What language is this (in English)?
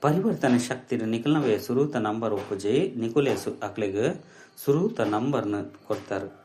Tulu